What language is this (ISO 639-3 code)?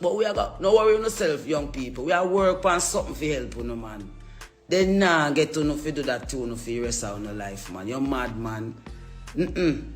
jam